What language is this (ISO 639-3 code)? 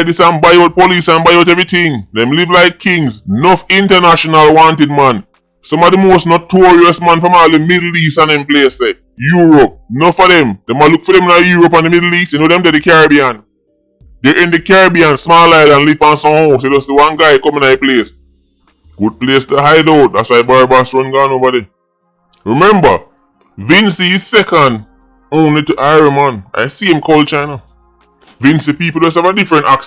jam